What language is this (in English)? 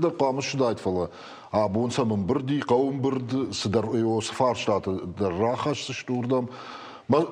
Ossetic